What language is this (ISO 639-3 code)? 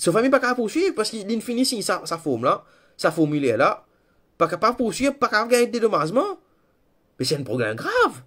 mfe